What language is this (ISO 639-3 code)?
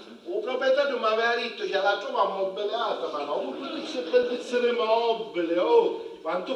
scn